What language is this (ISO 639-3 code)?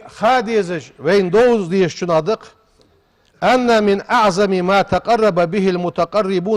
inh